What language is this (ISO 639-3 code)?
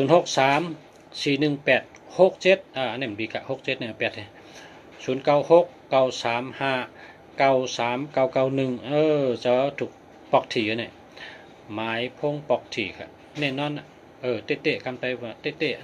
shn